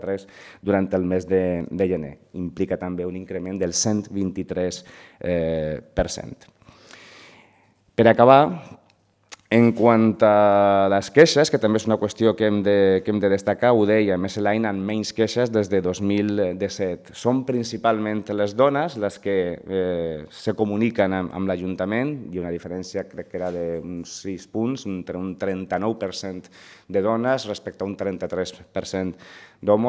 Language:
Catalan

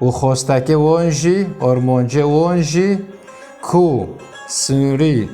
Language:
Kurdish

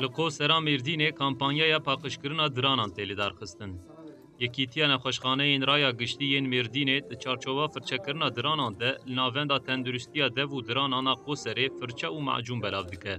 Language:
Kurdish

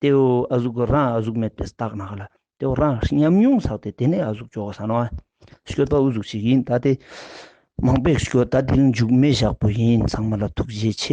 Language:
Ladakhi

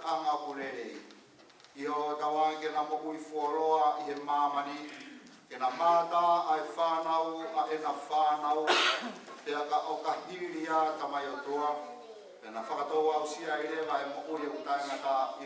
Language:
Tongan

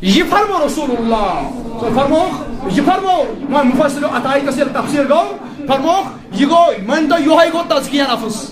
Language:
Kashmiri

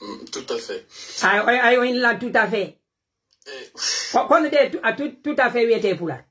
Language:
Pular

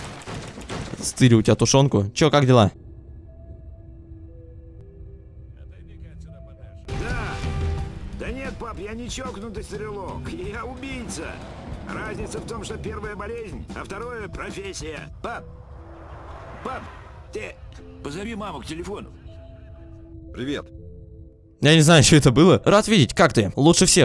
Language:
Russian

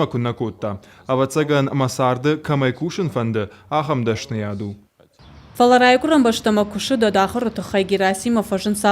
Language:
Ossetic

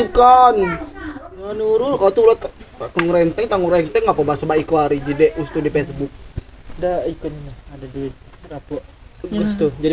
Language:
Musi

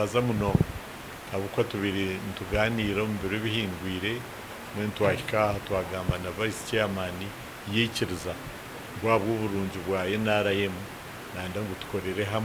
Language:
Nyankole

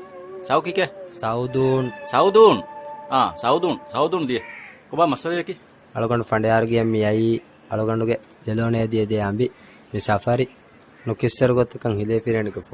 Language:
Divehi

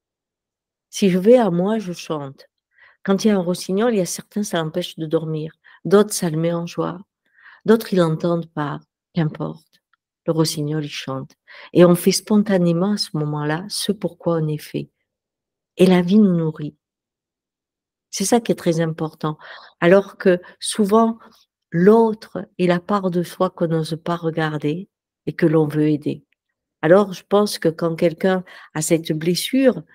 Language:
French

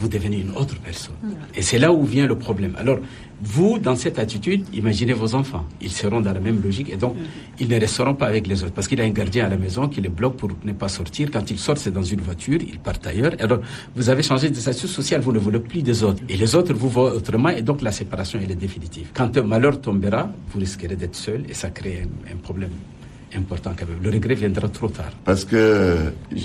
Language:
French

